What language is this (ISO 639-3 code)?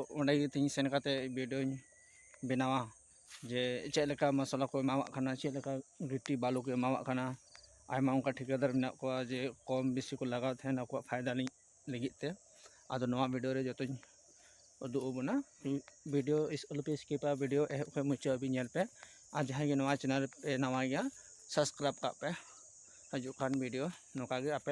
sat